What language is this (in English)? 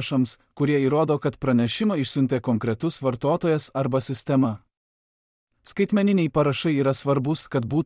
Lithuanian